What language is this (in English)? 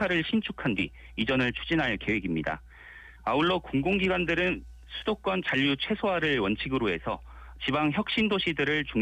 Korean